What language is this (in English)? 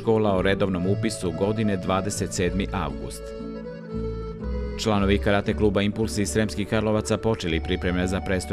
Serbian